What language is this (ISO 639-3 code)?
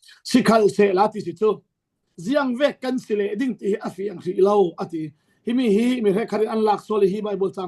cfm